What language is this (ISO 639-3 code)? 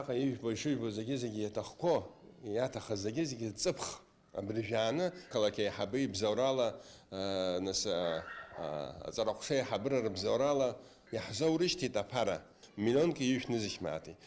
abk